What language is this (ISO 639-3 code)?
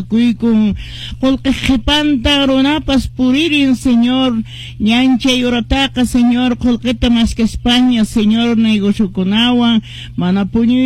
que